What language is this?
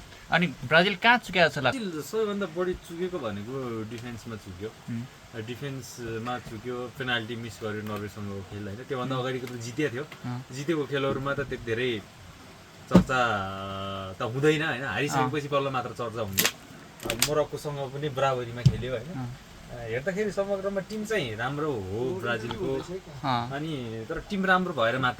Nepali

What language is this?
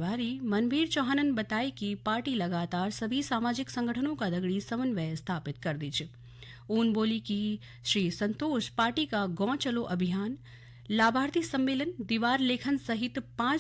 Garhwali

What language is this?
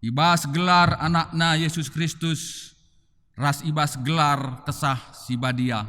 Batak Karo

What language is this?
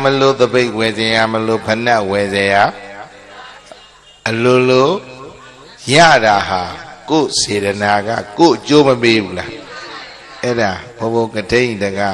Burmese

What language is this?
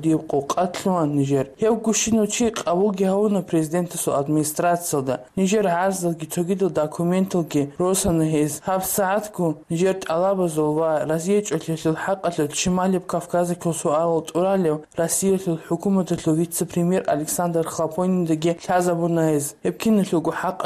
Avaric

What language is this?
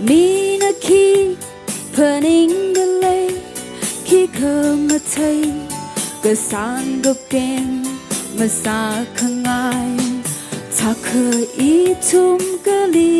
Tangkhul Naga (India)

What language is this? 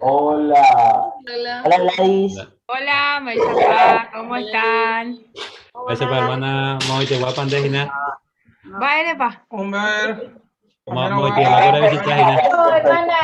Guarani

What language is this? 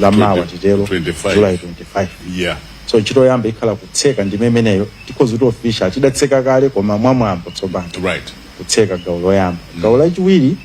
Nyanja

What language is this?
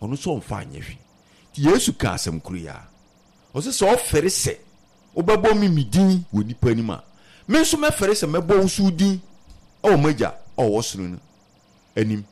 Akan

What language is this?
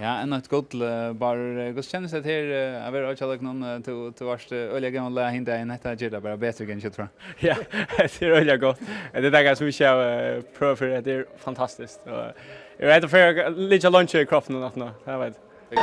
Faroese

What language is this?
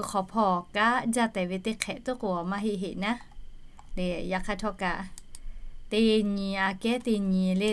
Lahu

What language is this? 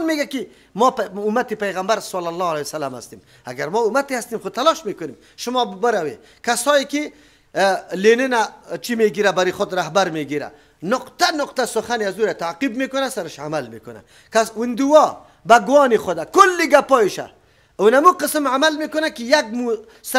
Persian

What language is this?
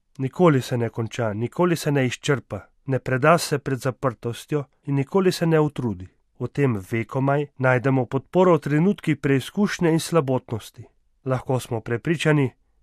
Slovenian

